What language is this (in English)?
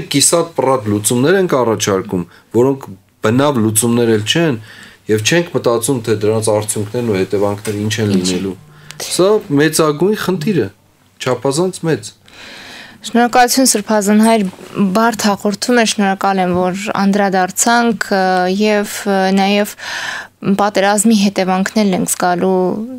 Armenian